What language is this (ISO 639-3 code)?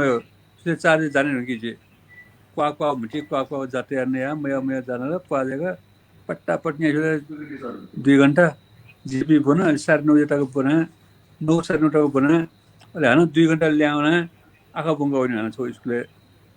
new